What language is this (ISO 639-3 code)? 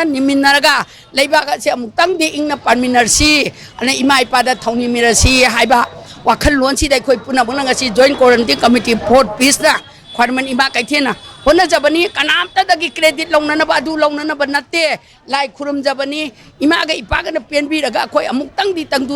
mni